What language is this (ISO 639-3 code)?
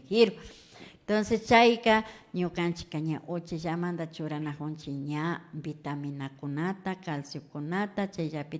qvi